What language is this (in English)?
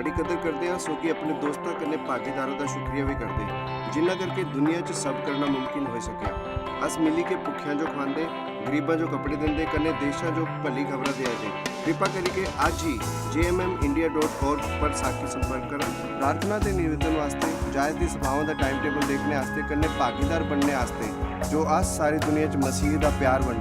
Dogri